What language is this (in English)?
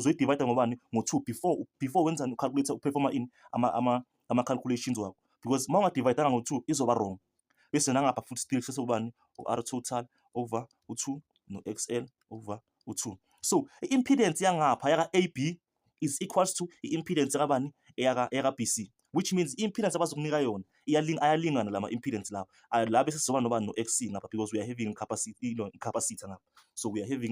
Zulu